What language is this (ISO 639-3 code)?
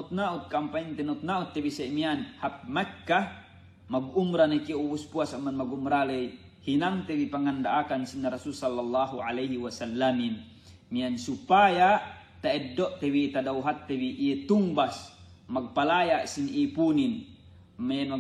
yka